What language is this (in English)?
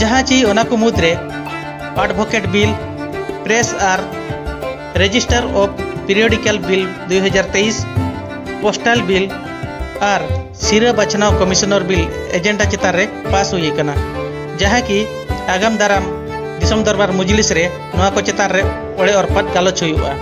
Santali